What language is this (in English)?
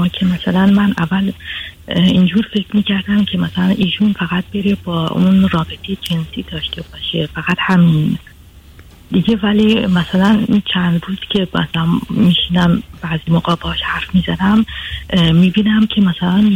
Persian